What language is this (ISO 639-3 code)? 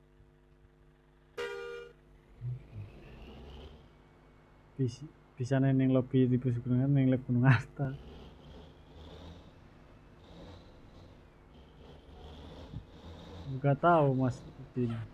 ind